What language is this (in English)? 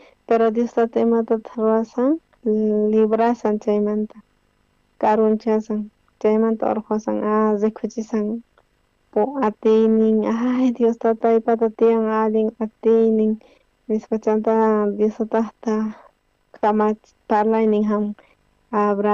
South Bolivian Quechua